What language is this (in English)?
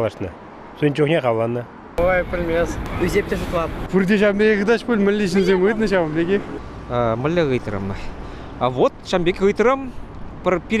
Chuvash